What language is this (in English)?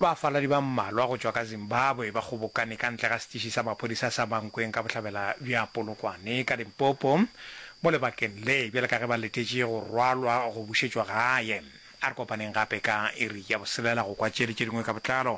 Northern Sotho